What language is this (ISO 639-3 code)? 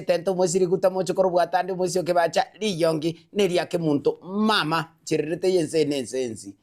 guz